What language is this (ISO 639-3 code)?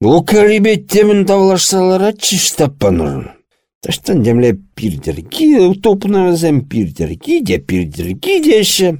chv